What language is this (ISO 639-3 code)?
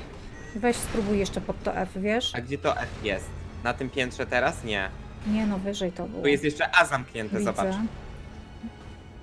pol